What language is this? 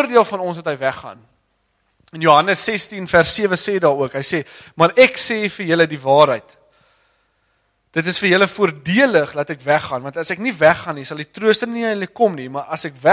Afrikaans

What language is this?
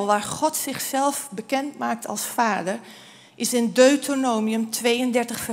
Dutch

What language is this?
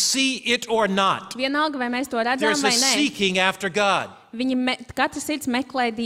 Latvian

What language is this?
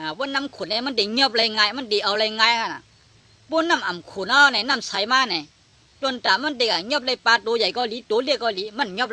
Shan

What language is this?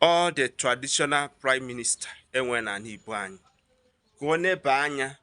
Igbo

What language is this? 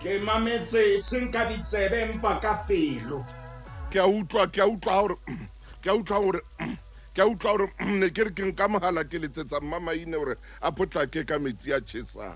Southern Sotho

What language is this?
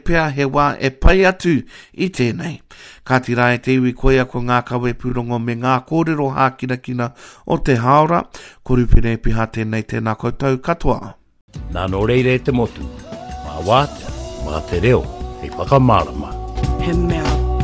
Māori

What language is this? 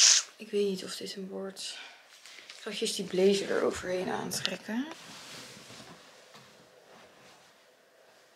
Dutch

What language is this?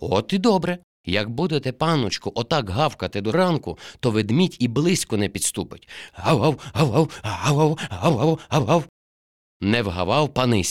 Ukrainian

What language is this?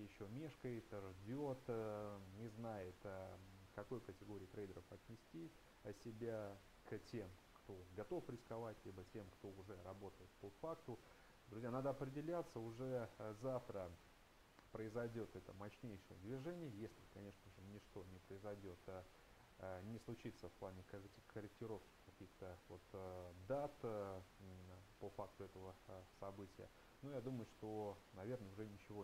Russian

